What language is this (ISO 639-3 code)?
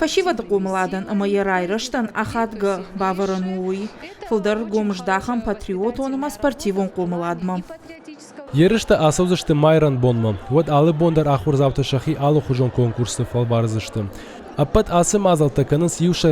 oss